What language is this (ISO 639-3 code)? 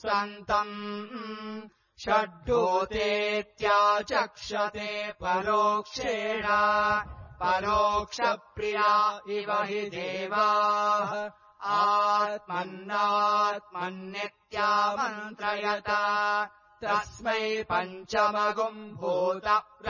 san